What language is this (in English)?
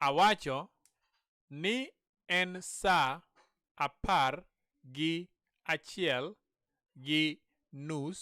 Luo (Kenya and Tanzania)